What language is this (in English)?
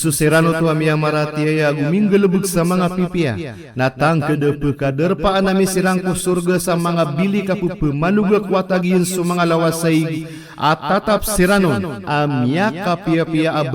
Maranao